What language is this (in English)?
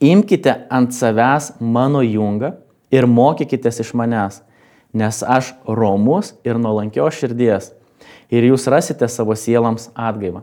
Lithuanian